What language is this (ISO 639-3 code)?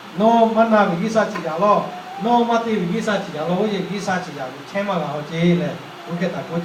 lhu